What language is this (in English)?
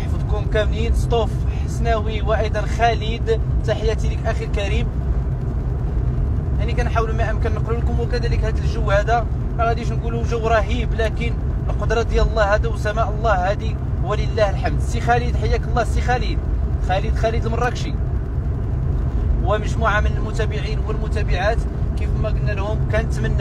Moroccan Arabic